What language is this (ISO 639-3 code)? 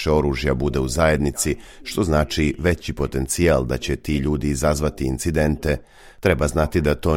srp